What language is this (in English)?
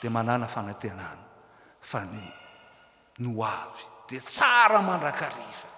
Malagasy